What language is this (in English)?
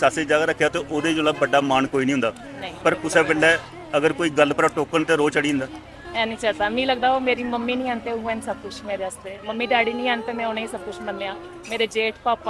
Dogri